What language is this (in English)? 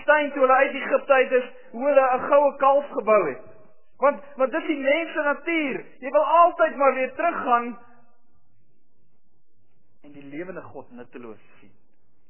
Afrikaans